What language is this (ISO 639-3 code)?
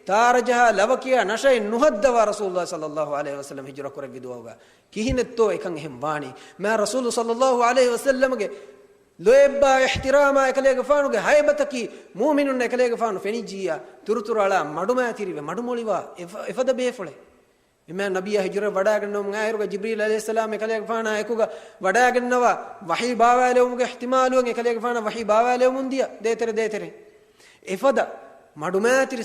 div